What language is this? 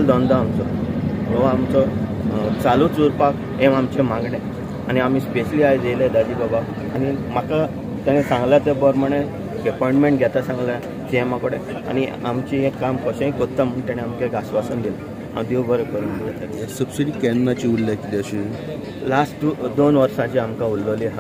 Konkani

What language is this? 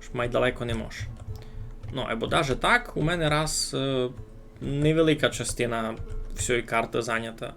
Rusyn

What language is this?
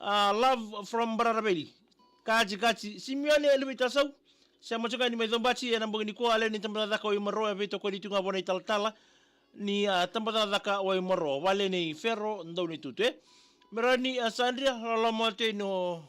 Fijian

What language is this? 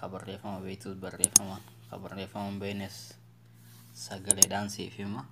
Oromo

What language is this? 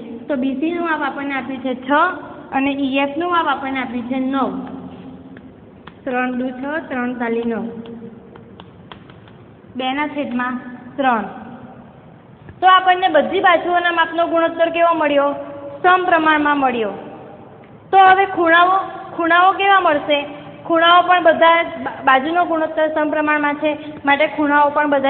Gujarati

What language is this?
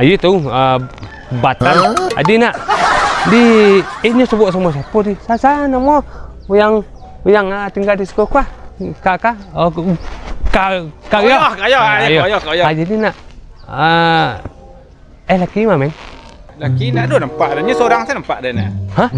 Minangkabau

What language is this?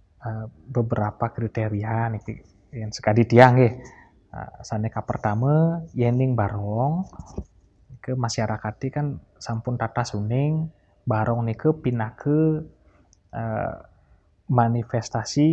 Balinese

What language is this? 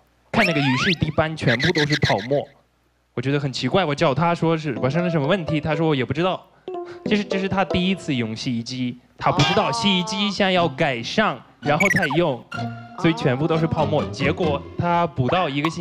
Chinese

